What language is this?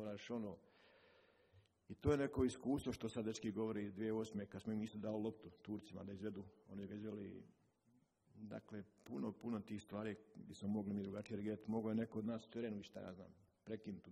Croatian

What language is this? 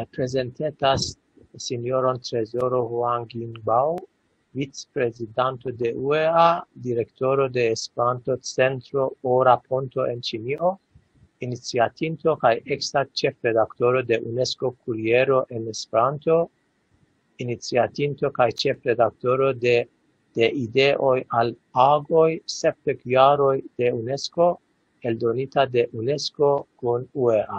Esperanto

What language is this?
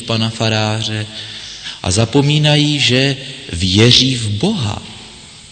Czech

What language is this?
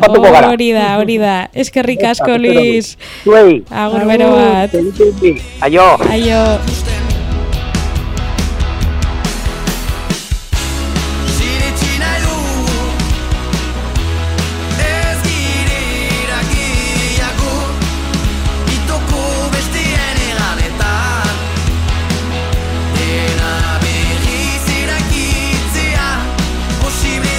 Basque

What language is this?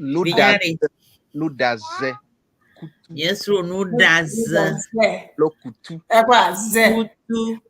Ewe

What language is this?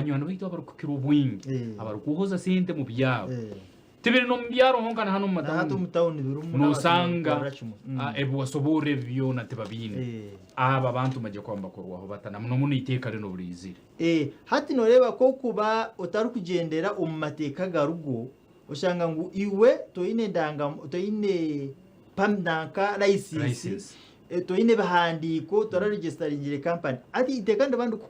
Nyankole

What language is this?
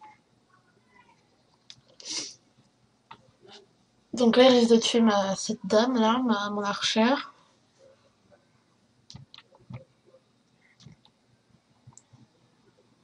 French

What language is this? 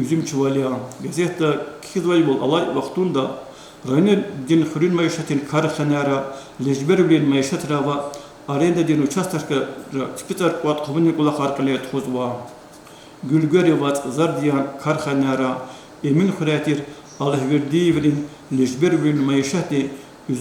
Lezghian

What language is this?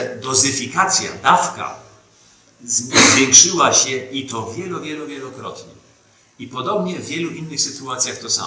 Polish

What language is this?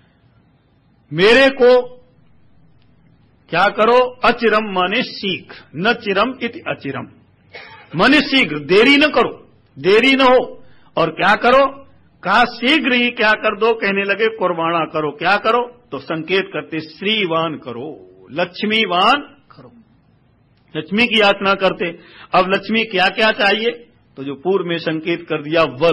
Hindi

